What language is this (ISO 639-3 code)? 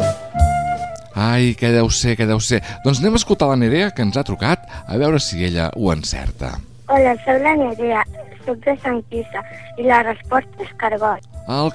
cat